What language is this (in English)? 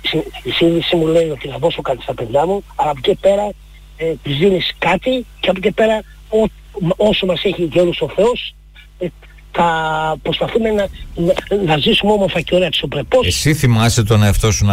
Greek